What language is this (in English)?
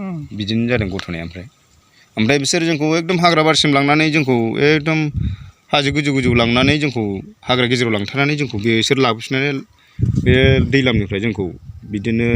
Bodo